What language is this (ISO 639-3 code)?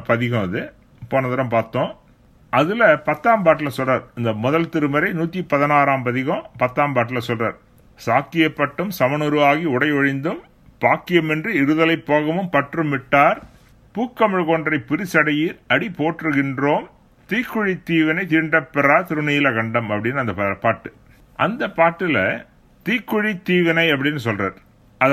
tam